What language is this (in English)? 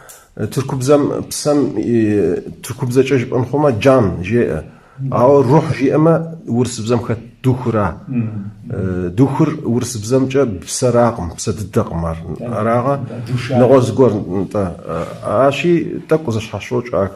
Kabardian